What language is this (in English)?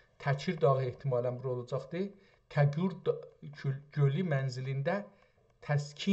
South Azerbaijani